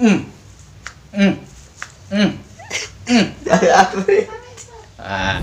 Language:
Betawi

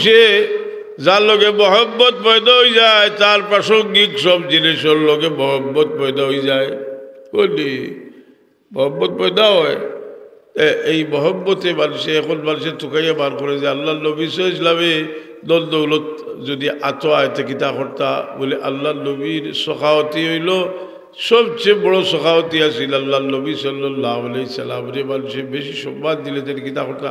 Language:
Sylheti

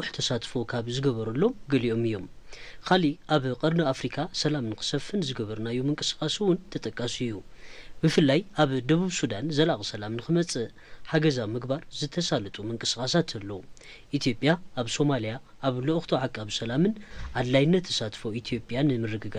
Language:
Tigrinya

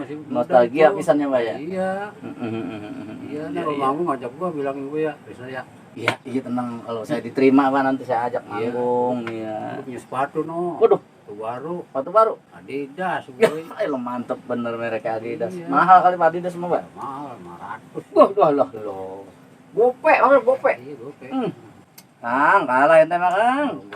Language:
Betawi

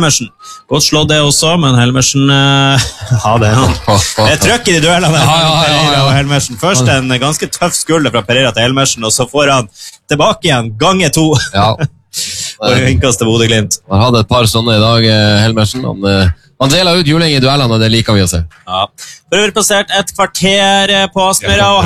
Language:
Norwegian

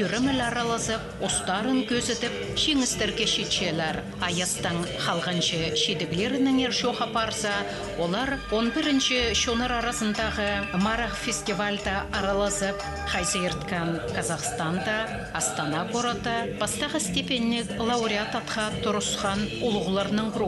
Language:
Khakas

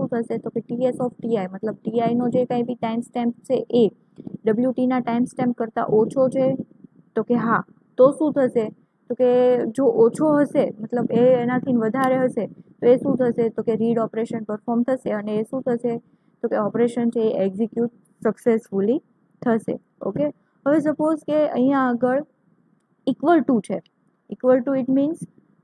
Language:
Gujarati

